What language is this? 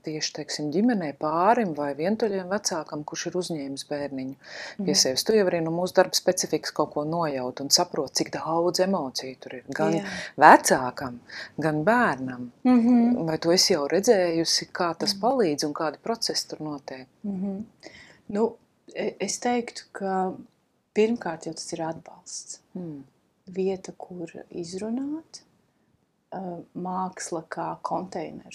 Latvian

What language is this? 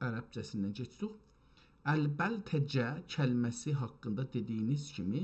South Azerbaijani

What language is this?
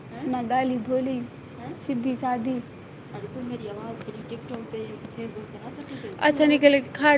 Saraiki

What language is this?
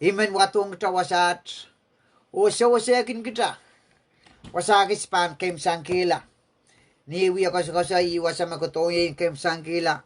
Pohnpeian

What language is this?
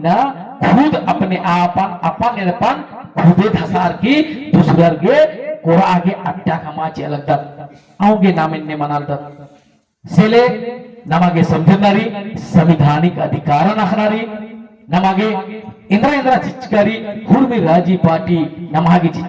Kurukh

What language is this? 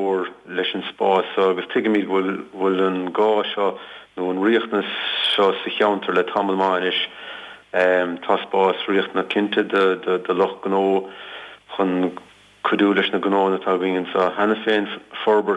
Irish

